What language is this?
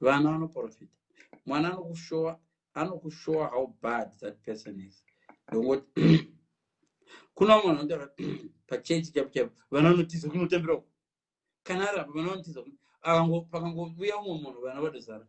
Shona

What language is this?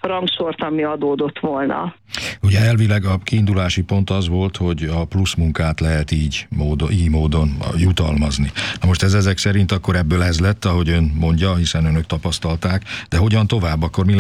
Hungarian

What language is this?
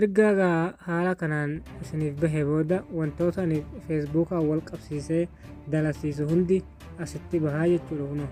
Oromo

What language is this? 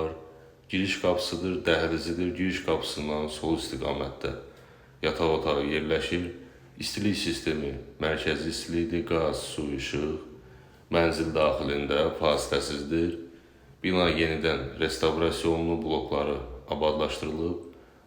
Azerbaijani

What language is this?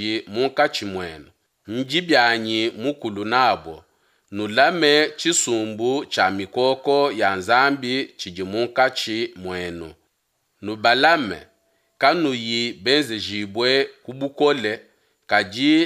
Luba-Lulua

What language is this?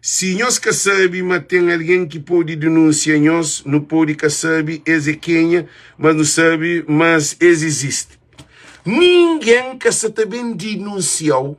Kabuverdianu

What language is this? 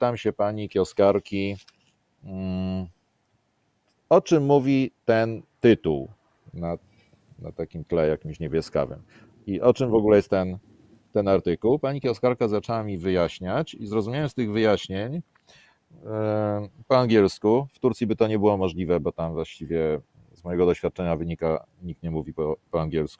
Polish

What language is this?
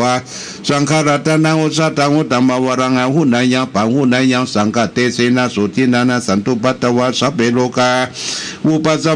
Pali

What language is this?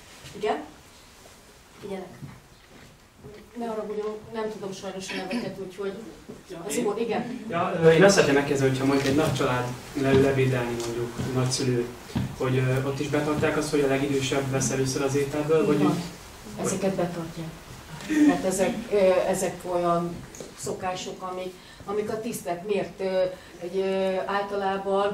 Hungarian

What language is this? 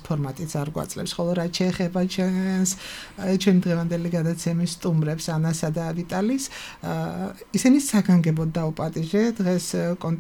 Georgian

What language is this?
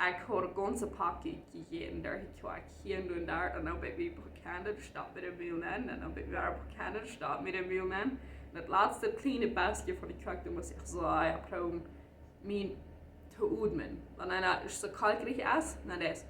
Plautdietsch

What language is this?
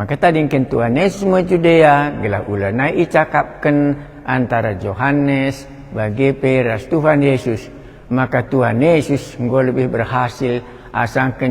Batak Karo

